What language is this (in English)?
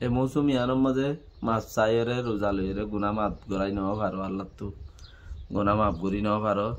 Rohingya